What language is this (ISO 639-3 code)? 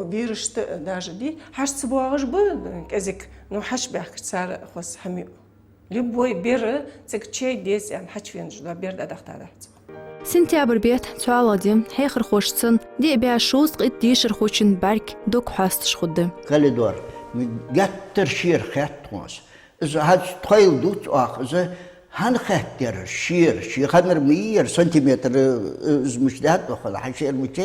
inh